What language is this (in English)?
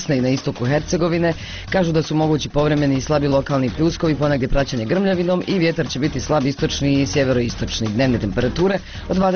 Bosnian